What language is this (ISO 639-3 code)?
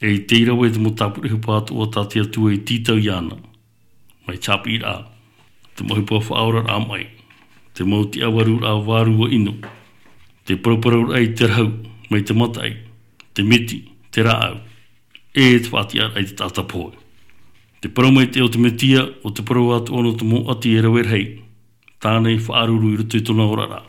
tah